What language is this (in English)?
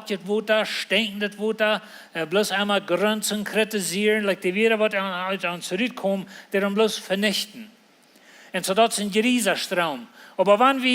Plautdietsch